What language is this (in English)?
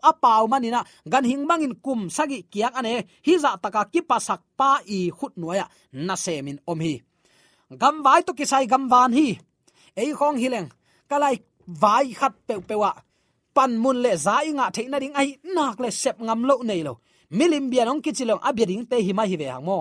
Tedim Chin